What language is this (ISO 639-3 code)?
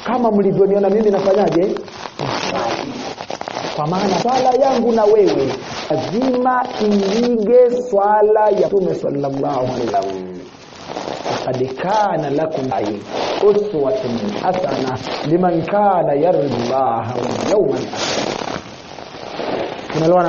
swa